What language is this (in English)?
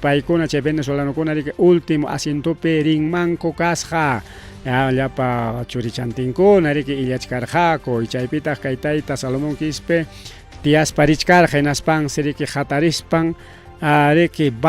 Ayacucho Quechua